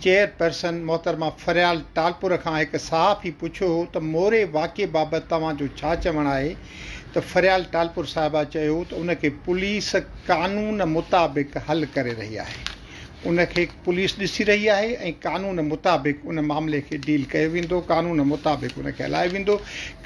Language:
Sindhi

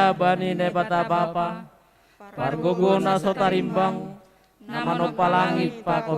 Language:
Batak Simalungun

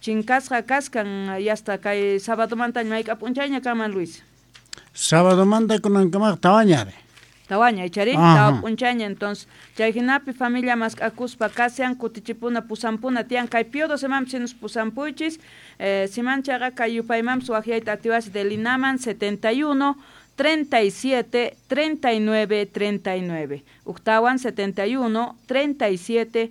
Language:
South Bolivian Quechua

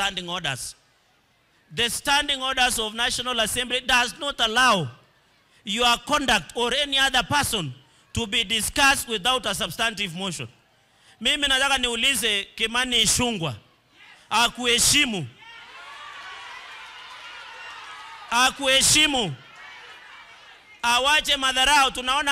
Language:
Swahili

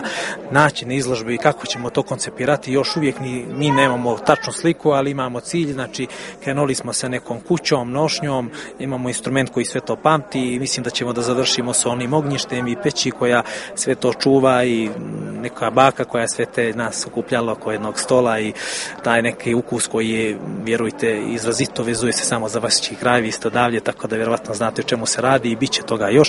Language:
Serbian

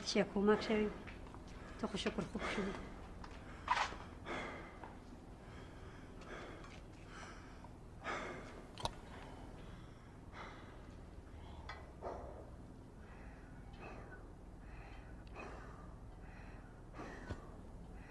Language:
Persian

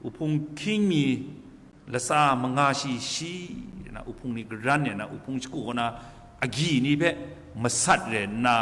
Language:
Kachin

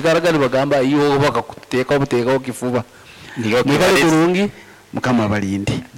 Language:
Nyoro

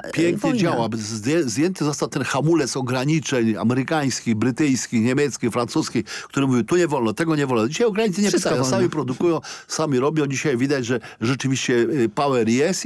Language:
Polish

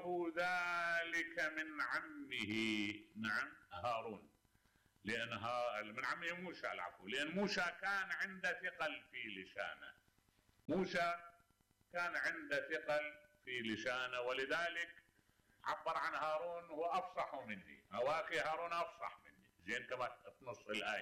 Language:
Mesopotamian Arabic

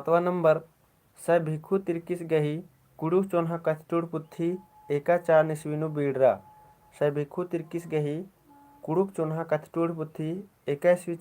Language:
Kurukh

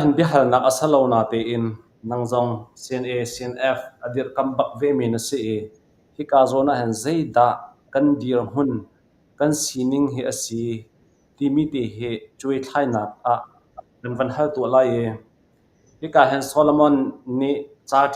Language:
Hakha Chin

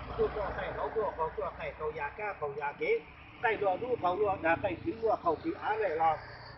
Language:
Hmong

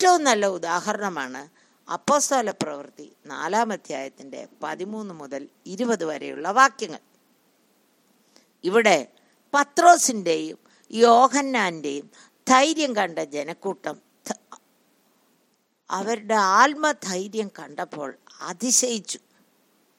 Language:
Malayalam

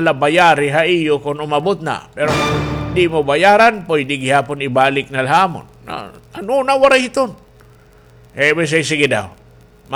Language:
Waray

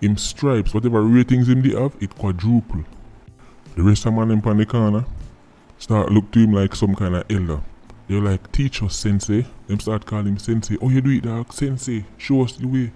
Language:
Jamaican Creole English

